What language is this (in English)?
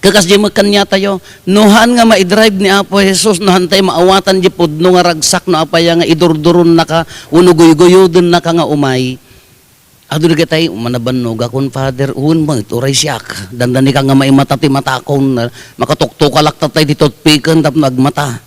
Iloko